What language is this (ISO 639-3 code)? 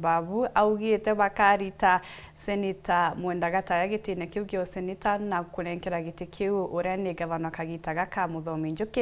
mer